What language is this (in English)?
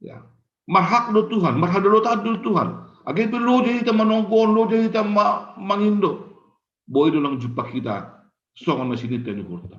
Batak Simalungun